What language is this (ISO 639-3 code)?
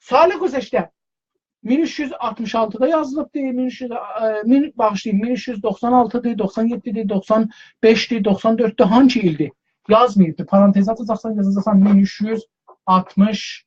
azb